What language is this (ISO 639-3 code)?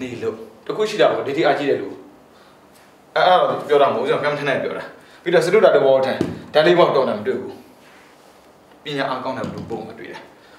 mya